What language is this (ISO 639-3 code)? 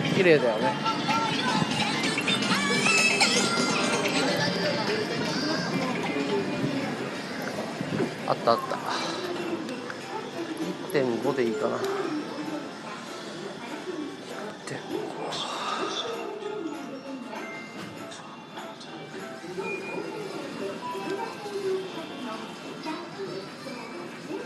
jpn